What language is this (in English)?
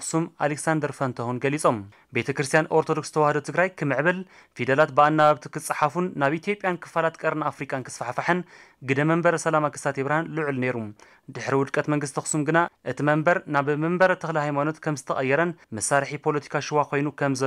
Tigrinya